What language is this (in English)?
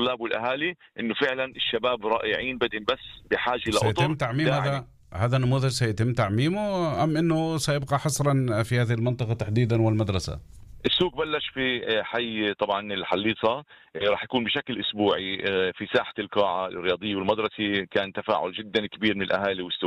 North Levantine Arabic